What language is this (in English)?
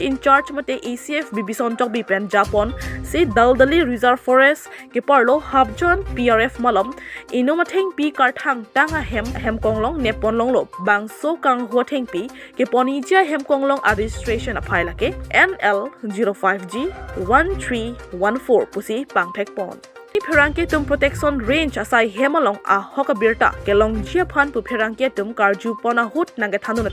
Karbi